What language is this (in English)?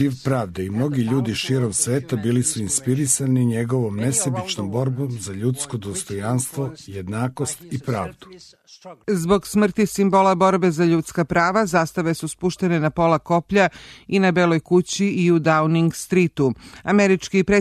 Serbian